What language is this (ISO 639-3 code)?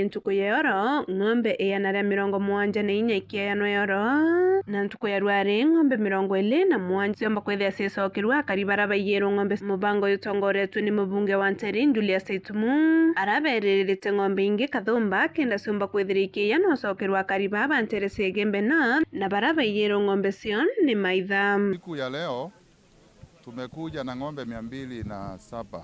mer